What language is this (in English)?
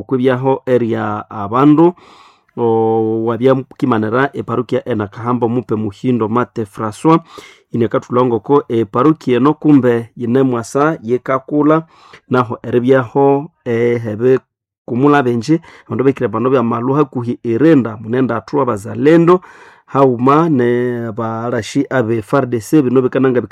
Nande